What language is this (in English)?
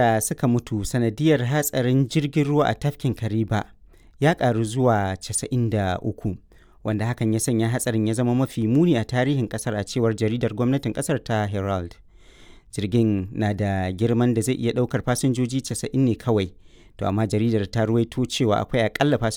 Hausa